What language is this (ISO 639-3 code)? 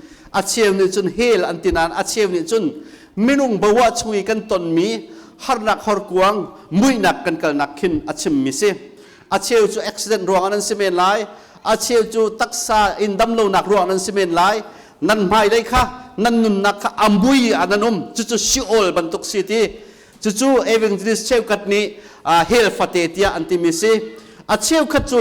cnh